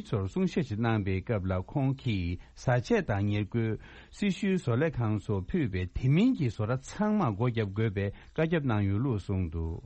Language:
Tibetan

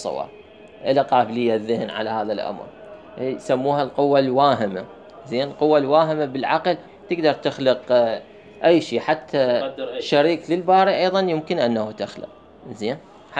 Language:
Mesopotamian Arabic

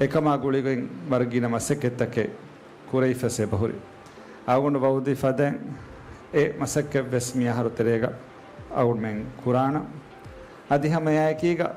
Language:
Divehi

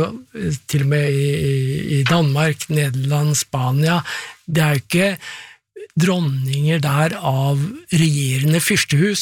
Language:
Norwegian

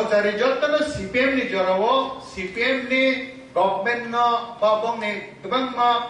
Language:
Kok Borok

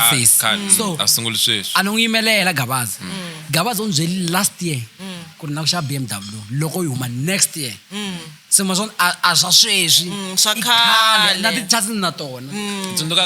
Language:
Tsonga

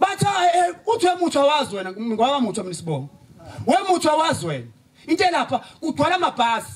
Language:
Zulu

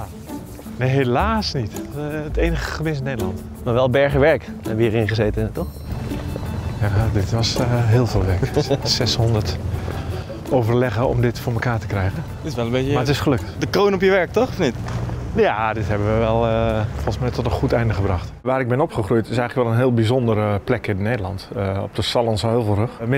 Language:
Dutch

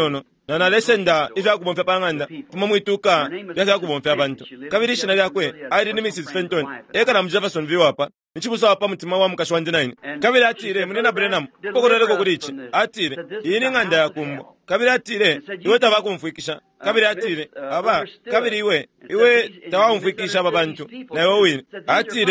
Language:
Bemba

